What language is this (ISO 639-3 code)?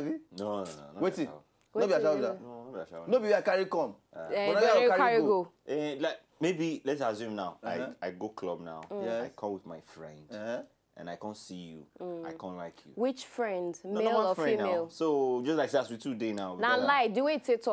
pcm